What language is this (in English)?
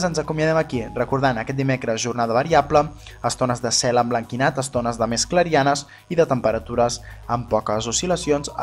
Catalan